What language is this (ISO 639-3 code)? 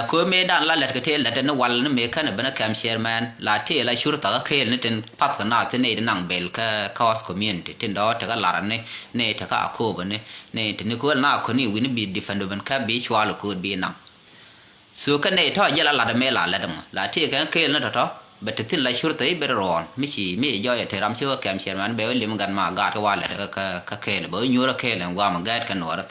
nus